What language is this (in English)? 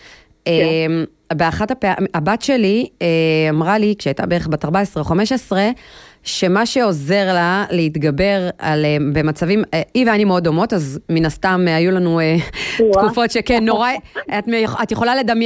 Hebrew